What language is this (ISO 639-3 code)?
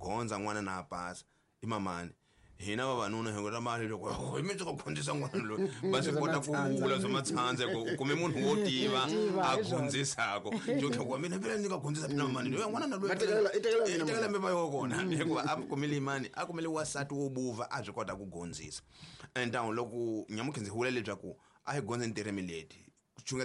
tso